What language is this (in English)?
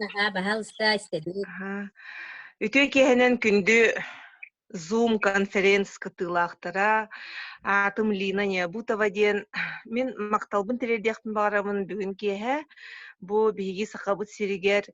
Yakut